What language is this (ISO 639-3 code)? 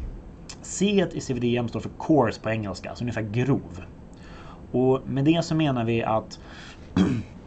swe